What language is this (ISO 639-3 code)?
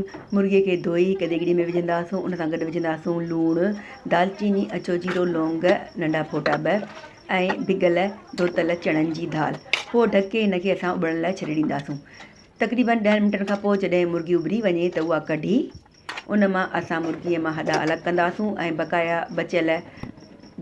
snd